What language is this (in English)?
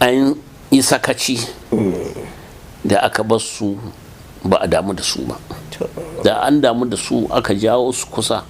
Hausa